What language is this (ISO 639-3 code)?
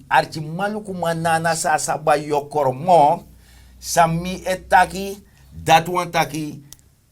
srn